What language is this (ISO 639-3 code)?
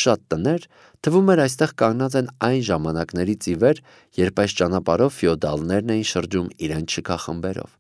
hye